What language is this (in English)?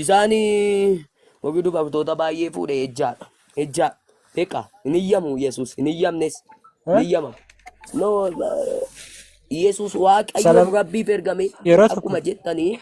Oromo